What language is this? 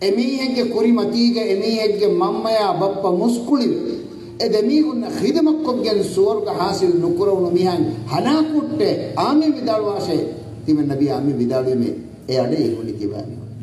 Divehi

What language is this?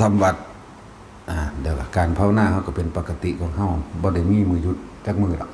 Northeastern Thai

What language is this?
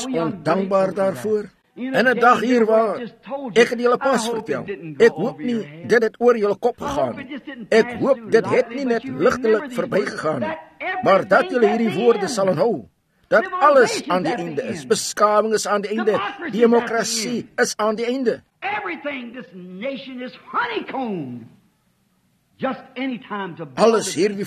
Afrikaans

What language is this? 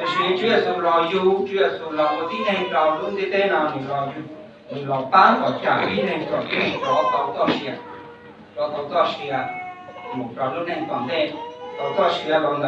Hmong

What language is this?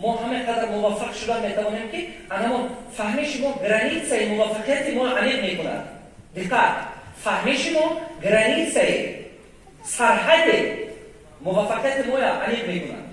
Tajik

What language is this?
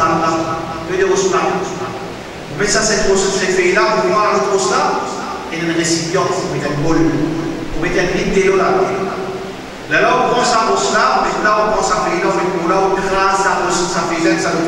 Morisyen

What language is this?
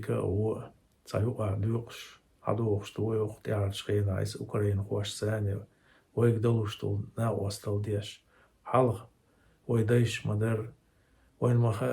Chechen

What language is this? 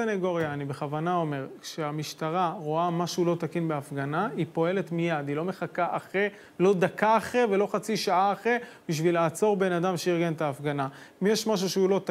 Hebrew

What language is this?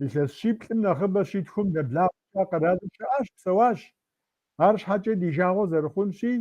Kabardian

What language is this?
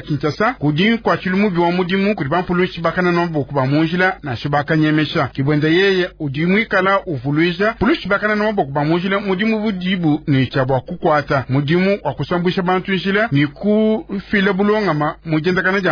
Luba-Lulua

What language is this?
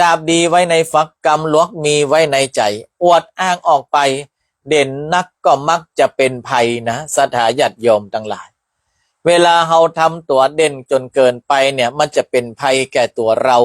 Northern Thai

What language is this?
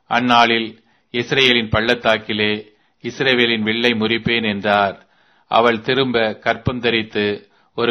Tamil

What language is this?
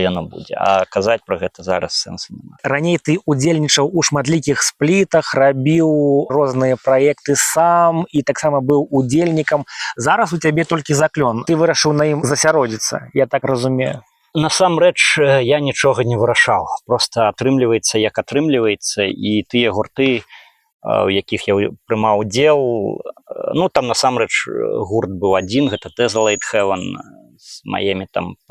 Belarusian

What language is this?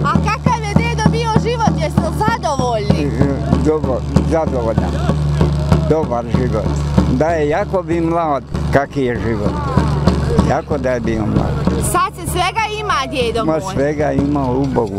Bosnian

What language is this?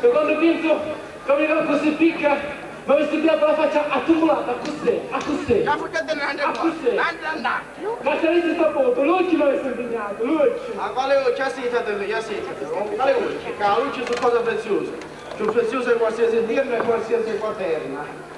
Sicilian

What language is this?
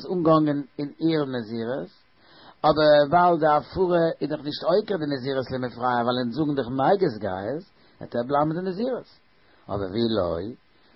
Yiddish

